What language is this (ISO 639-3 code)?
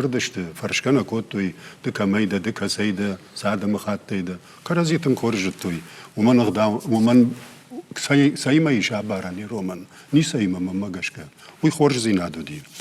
oss